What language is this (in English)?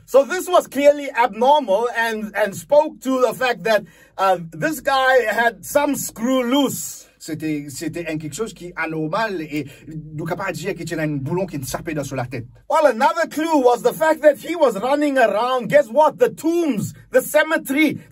Morisyen